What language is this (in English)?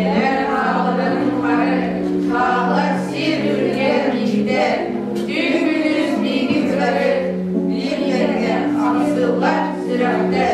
Yakut